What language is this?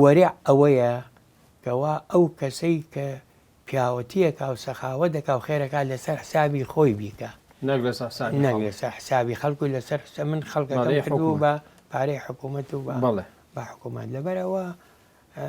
Central Kurdish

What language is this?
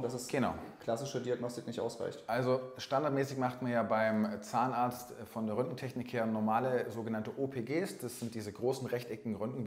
German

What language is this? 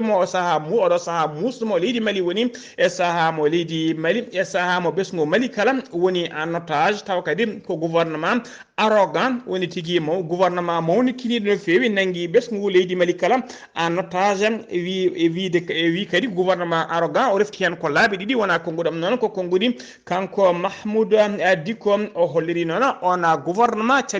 Fula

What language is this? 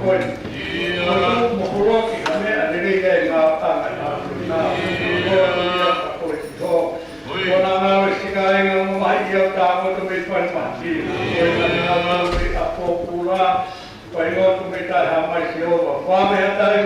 Tongan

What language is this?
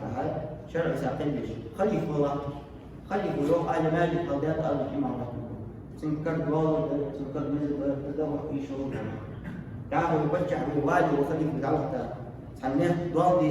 Ingush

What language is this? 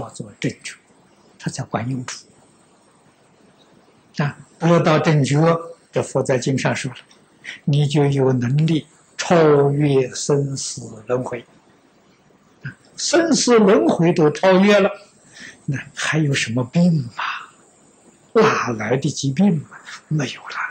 Chinese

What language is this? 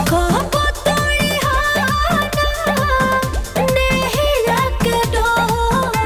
Magahi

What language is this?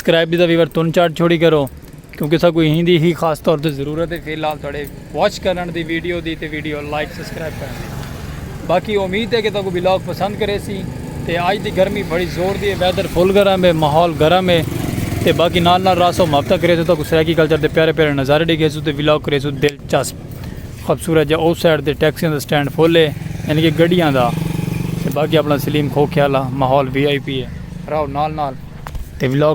Saraiki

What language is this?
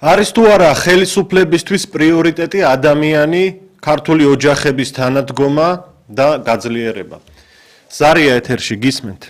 Georgian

